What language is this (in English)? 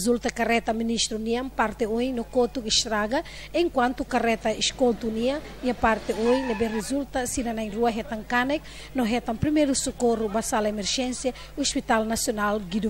Tetum